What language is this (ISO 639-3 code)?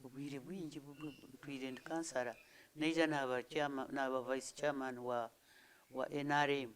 nyn